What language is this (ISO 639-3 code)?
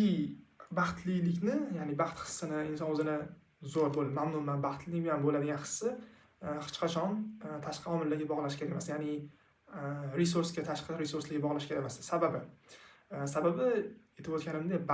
uzb